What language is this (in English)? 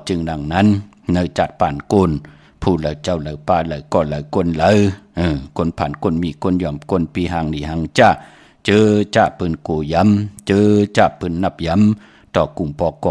Shan